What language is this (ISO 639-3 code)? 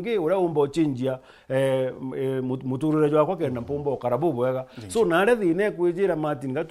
mer